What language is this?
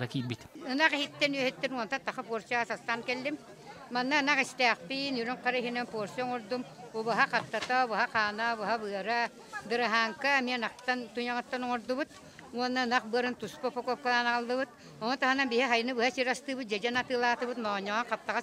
Yakut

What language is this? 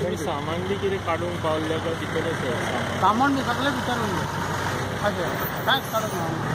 Konkani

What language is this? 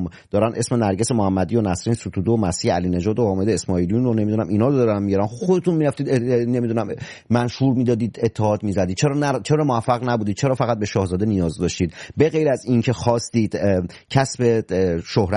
Persian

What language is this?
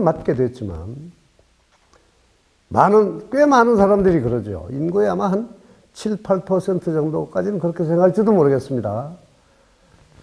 Korean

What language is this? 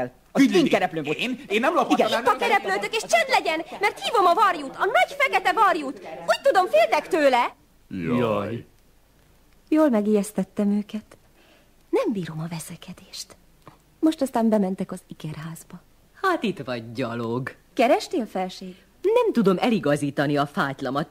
Hungarian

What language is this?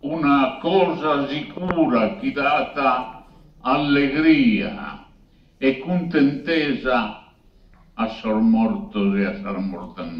Sardinian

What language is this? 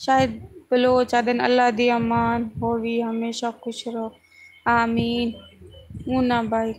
Saraiki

